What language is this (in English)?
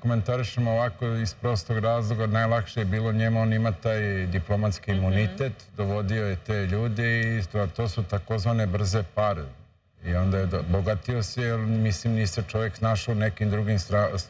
Serbian